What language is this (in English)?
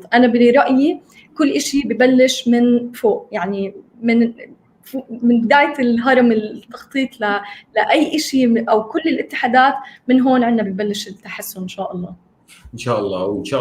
North Levantine Arabic